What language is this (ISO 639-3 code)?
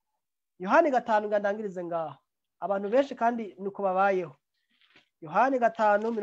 run